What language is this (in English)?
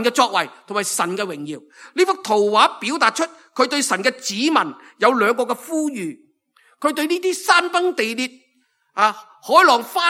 Cantonese